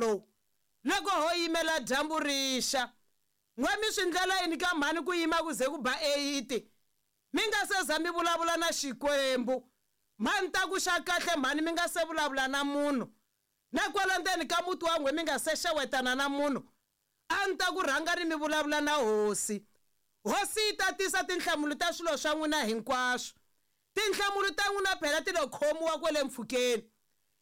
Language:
Tsonga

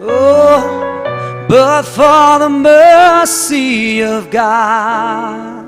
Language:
Tangkhul Naga (India)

